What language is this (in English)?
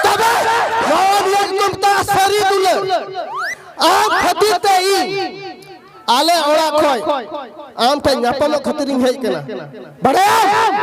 Santali